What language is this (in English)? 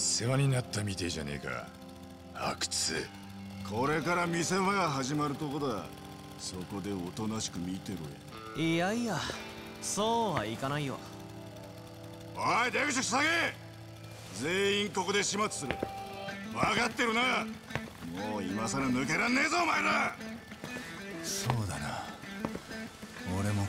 Japanese